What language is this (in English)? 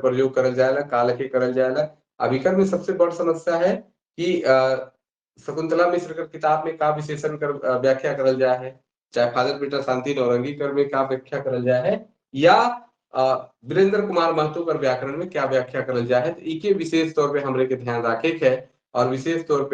Sadri